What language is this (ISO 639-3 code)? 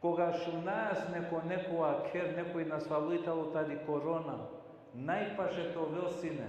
rmn